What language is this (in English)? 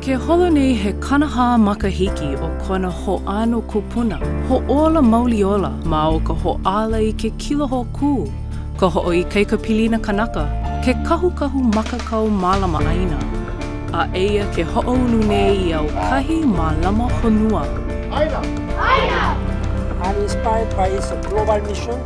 Hawaiian